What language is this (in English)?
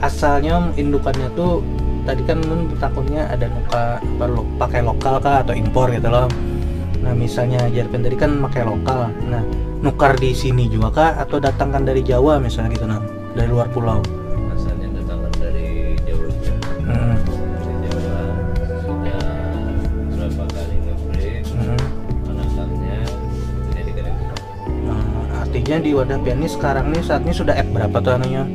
Banjar